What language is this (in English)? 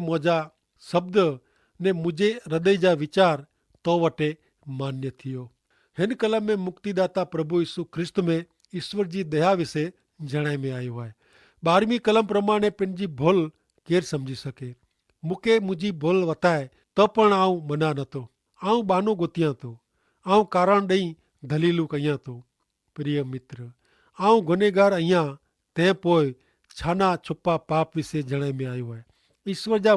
Kachhi